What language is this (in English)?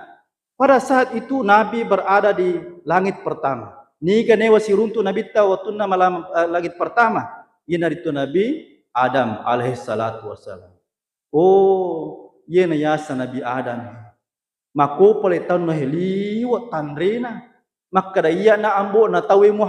Buginese